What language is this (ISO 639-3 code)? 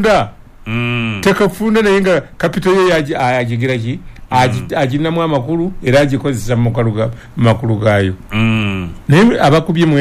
lug